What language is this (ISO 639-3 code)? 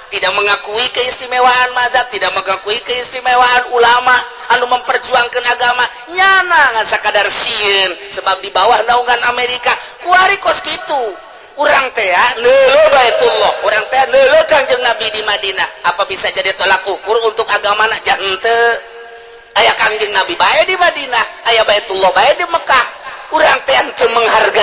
sun